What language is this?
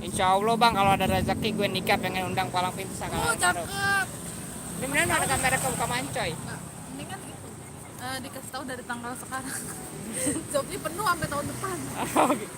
Betawi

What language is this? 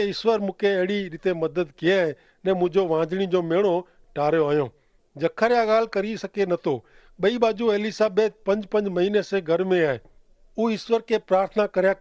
Kachhi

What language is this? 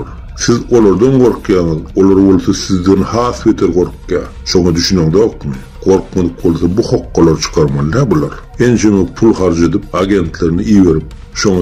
Turkmen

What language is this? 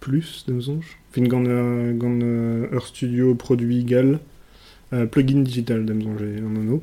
Breton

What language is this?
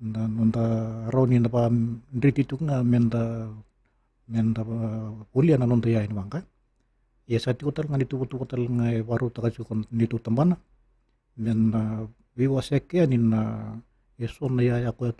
Fijian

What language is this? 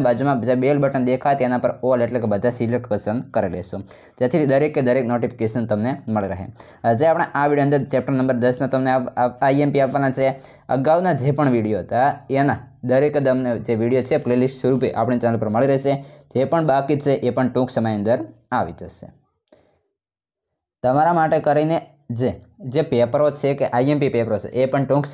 Gujarati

